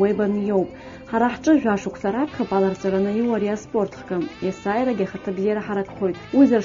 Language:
Abkhazian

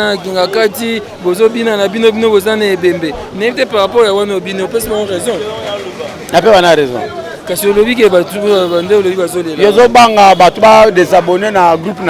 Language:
Lingala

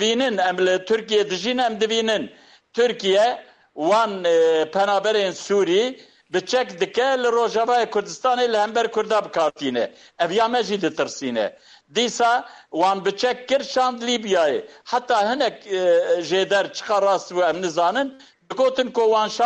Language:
Kurdish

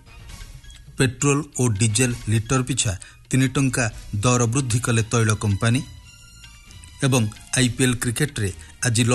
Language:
Odia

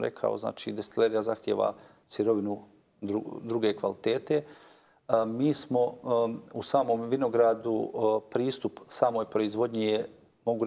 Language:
Bosnian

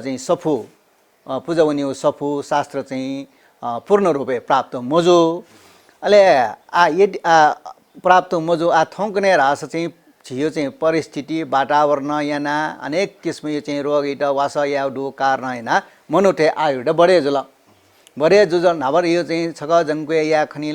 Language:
Newari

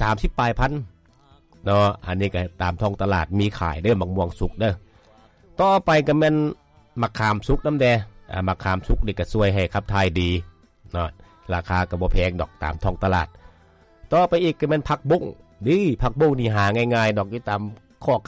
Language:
Lao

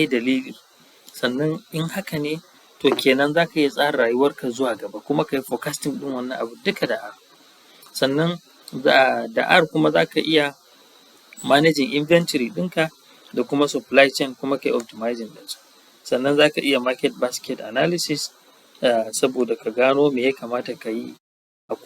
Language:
Hausa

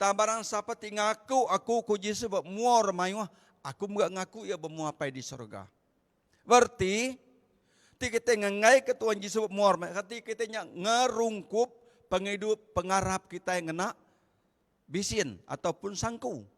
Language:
Iban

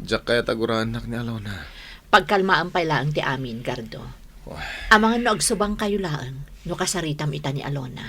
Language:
Iloko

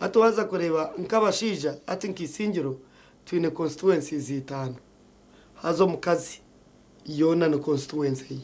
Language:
Nyankole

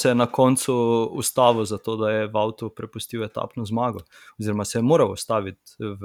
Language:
Slovenian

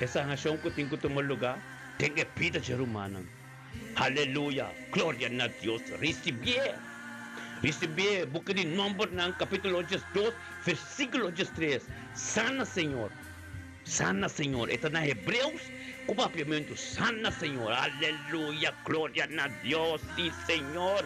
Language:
Papiamento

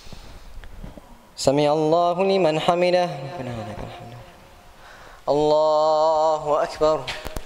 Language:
Arabic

